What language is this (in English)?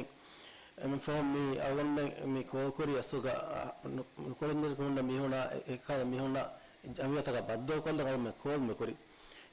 Divehi